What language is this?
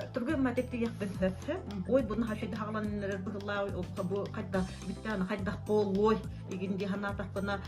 Yakut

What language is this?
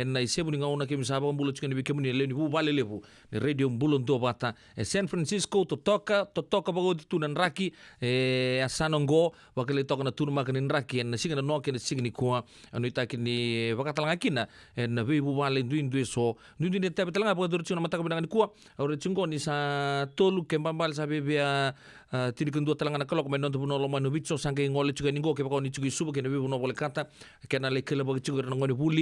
Fijian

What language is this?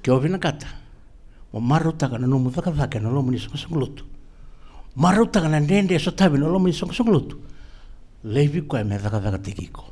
Fijian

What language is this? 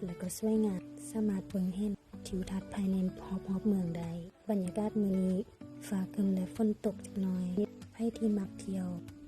Lao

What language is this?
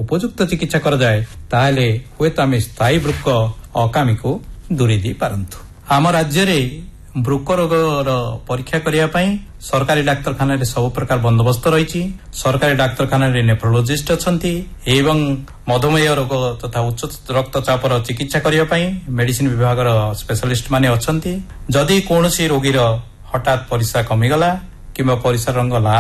Odia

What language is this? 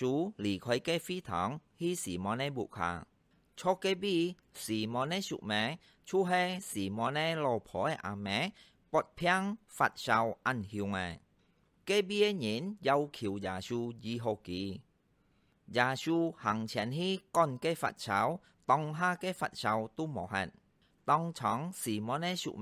Hakka Chinese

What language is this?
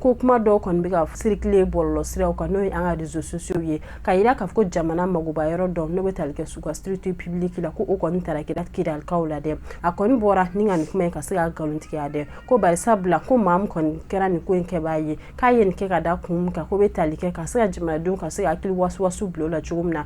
Bambara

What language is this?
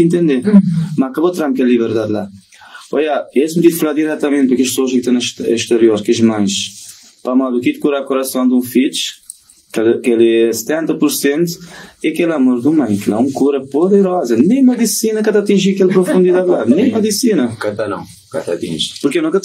Kabuverdianu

